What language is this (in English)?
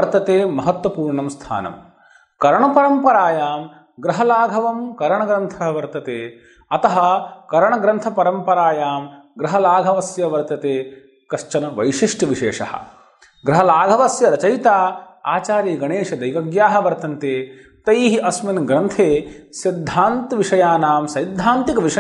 Sanskrit